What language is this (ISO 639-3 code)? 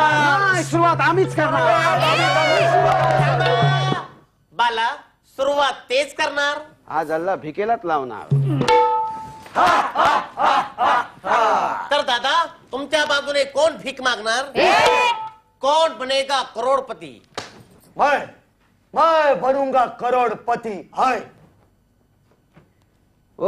mar